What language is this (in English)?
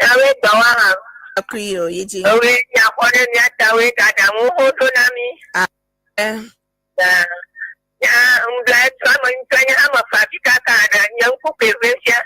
Ewe